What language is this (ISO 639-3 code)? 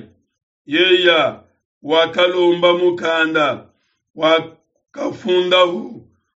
lua